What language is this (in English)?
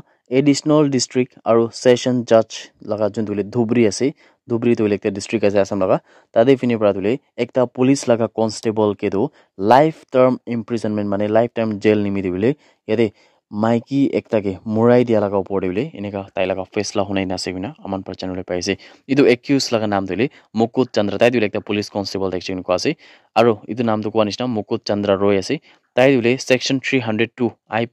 Naga Pidgin